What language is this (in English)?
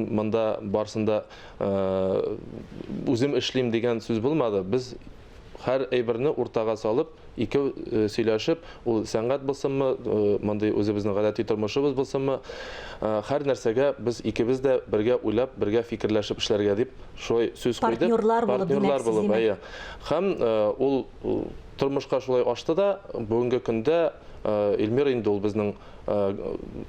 Tatar